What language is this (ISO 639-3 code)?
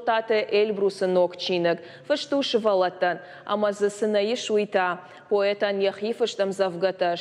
oss